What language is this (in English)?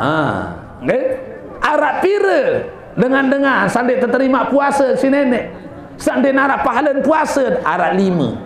Sasak